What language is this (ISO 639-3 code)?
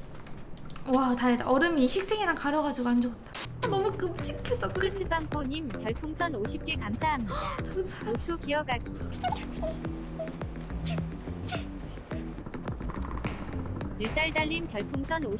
kor